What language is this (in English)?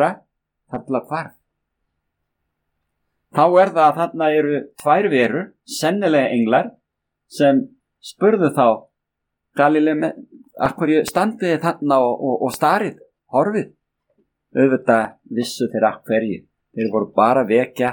Icelandic